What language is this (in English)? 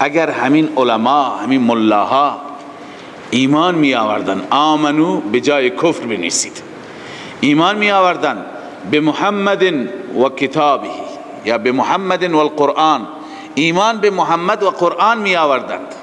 Persian